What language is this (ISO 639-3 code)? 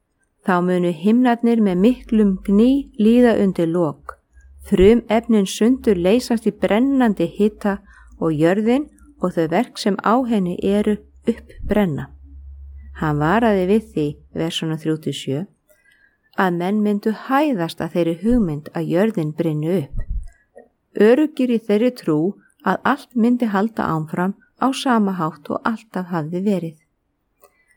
isl